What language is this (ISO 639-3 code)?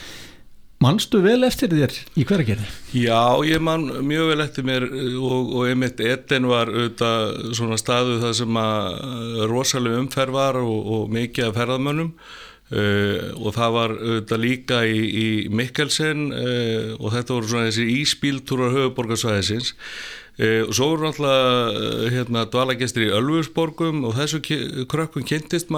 isl